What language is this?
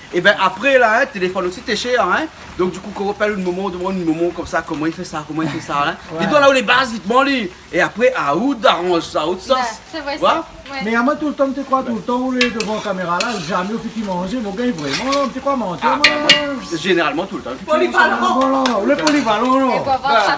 Réunion Creole French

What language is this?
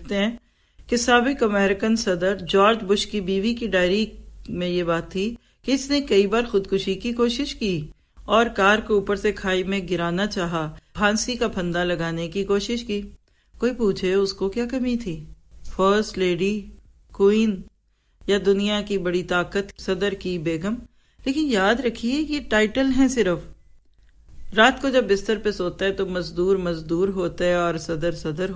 Urdu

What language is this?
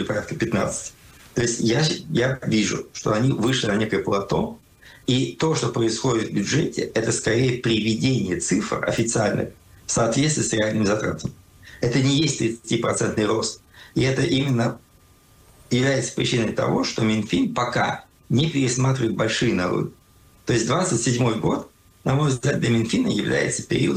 Russian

